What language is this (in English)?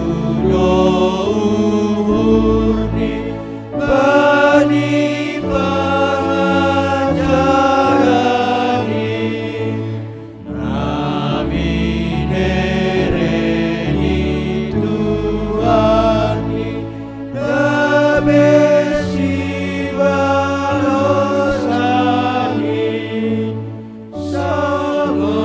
Batak Simalungun